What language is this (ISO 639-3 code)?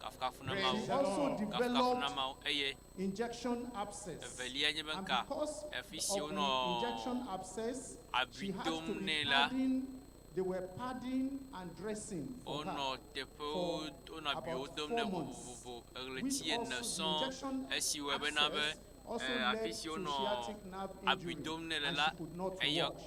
ewe